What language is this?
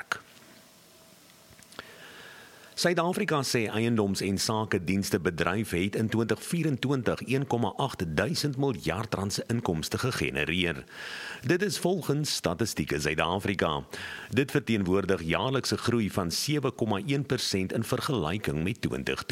Afrikaans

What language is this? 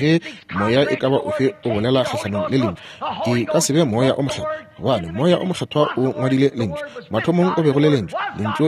Northern Sotho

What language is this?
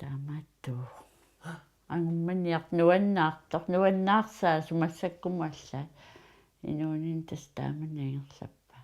Kalaallisut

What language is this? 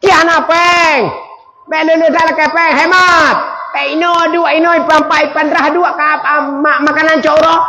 Achinese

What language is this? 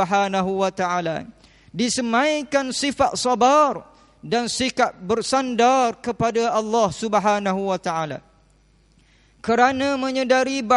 Malay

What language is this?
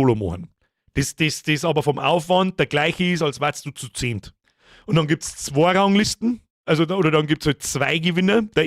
Bavarian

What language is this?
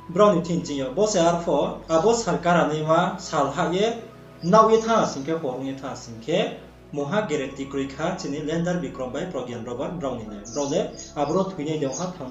Riang (India)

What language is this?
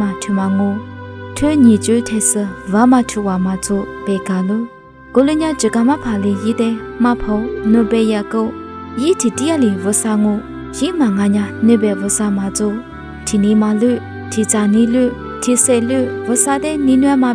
Lisu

